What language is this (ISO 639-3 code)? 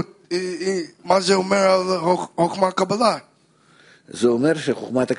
heb